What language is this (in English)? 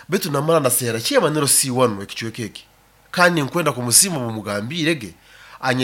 Nyoro